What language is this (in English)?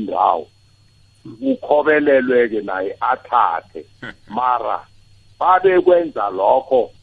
South Ndebele